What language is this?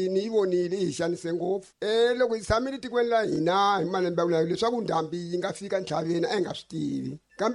Tsonga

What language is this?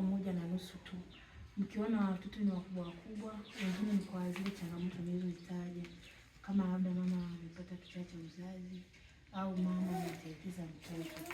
Swahili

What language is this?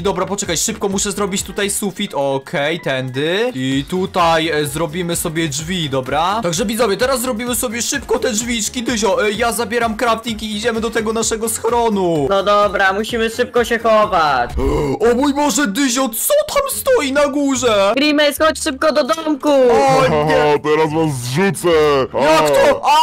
Polish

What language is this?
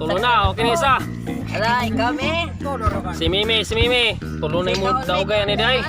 Cebuano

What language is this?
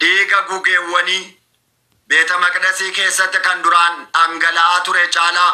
Oromo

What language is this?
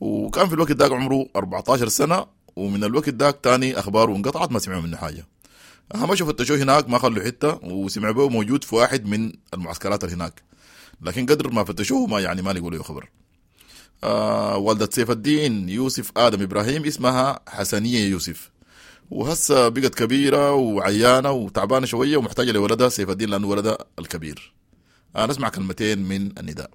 Sudanese Arabic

